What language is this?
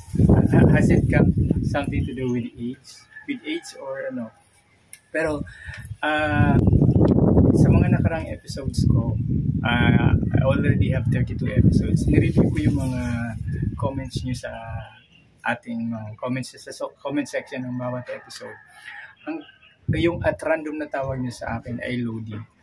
Filipino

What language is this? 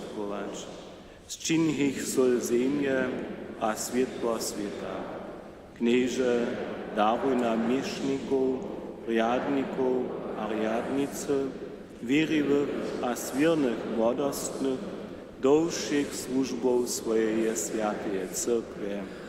Upper Sorbian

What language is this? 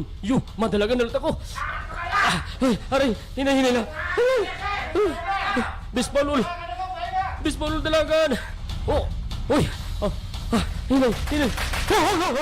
Waray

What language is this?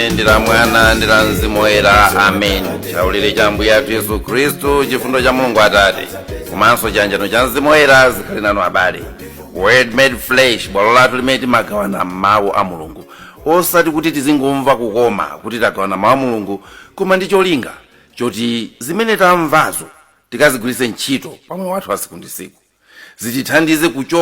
Nyanja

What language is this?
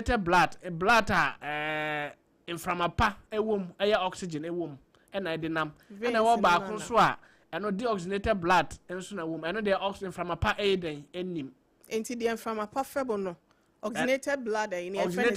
Akan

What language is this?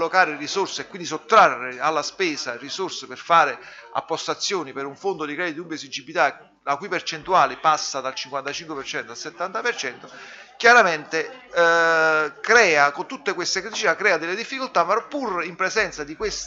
Italian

